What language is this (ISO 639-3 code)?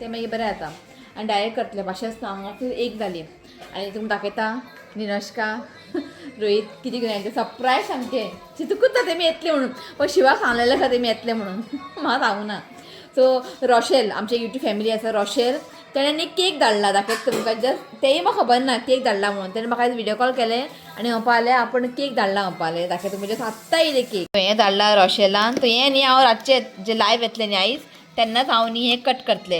kok